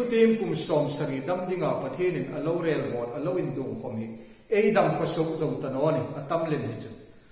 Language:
Hmar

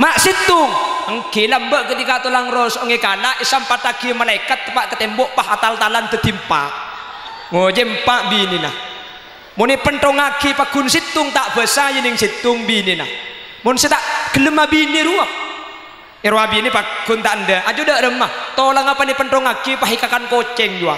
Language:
Madurese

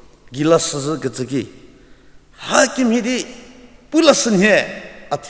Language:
Angami Naga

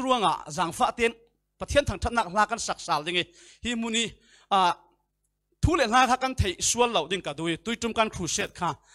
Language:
Falam Chin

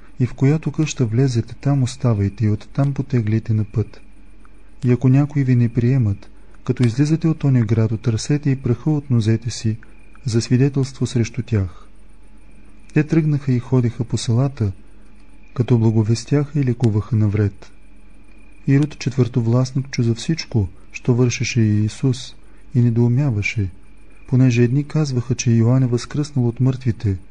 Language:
Bulgarian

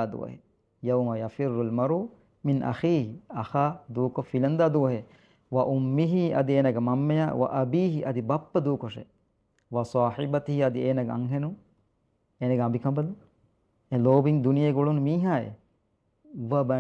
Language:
Divehi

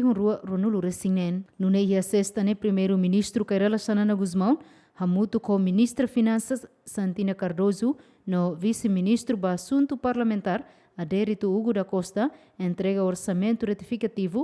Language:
Tetum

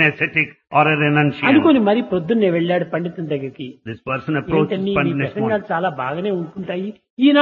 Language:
Telugu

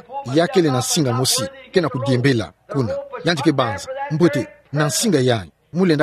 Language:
Kituba (Democratic Republic of Congo)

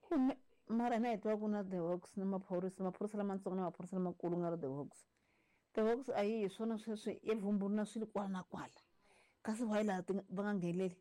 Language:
Tsonga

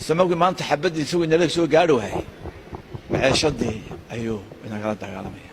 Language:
Somali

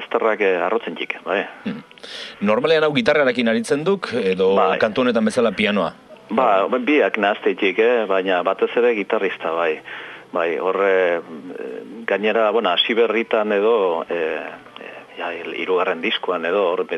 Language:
Basque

